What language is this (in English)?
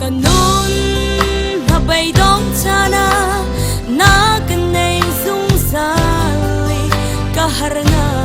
Hakha Chin